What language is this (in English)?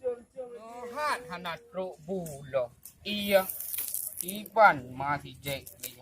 Achinese